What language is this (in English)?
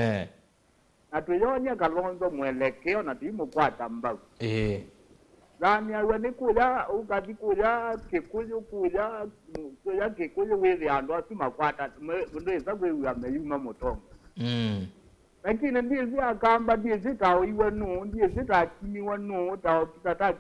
Kamba